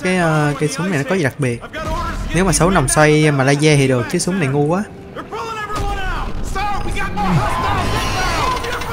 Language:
Vietnamese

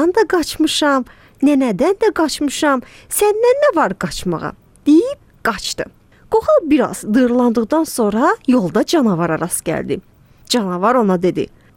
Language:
Azerbaijani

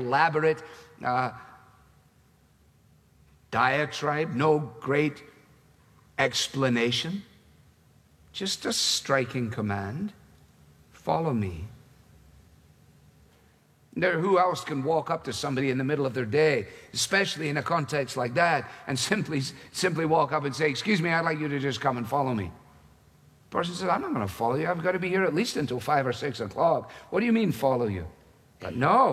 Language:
English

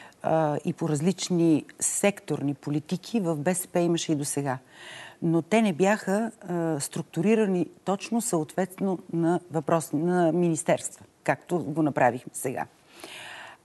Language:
Bulgarian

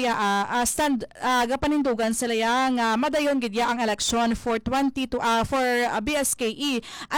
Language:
Hiligaynon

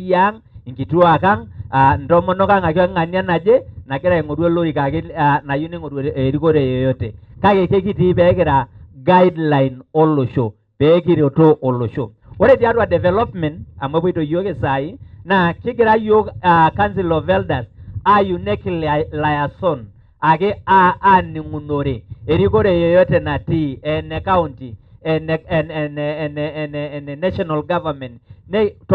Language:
Masai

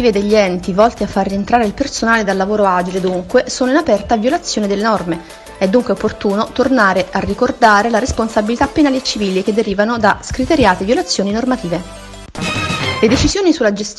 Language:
Italian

